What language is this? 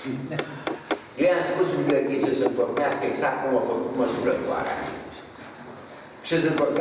Romanian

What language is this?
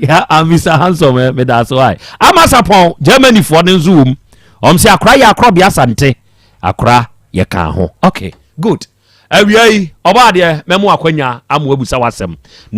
Akan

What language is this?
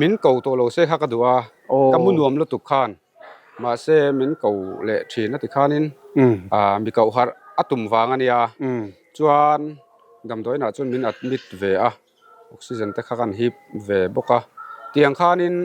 Mizo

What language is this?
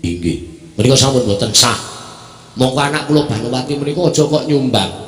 Javanese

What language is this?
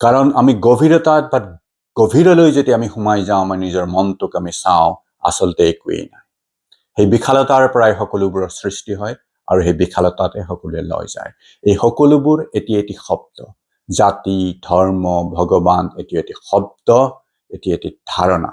Assamese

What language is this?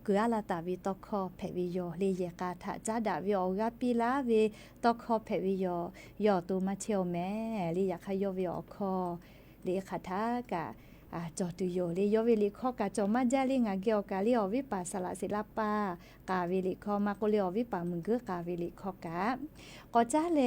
Lahu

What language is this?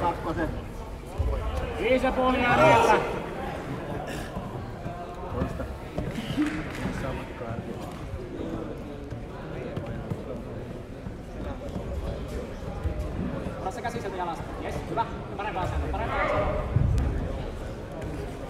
Finnish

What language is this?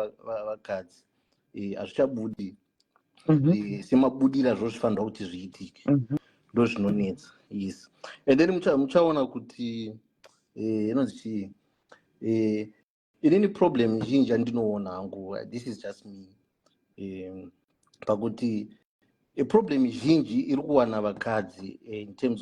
Shona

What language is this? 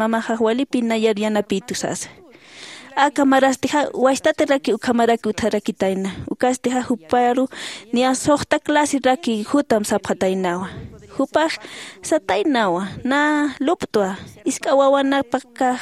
Aymara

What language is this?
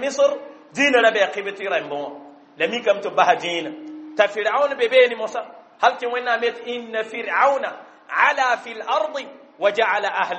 Mossi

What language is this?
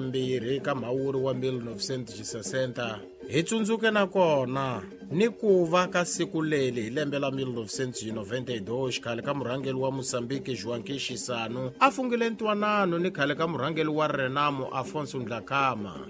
Tsonga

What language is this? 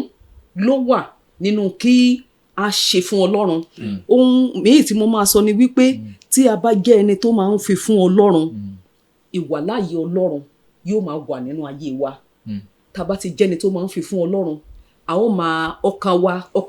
Yoruba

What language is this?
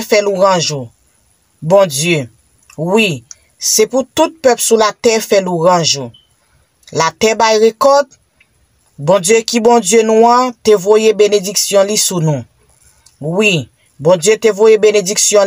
Haitian Creole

